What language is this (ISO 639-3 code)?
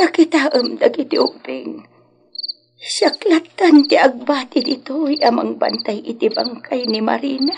ilo